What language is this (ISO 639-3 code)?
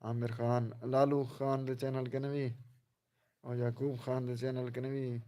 skr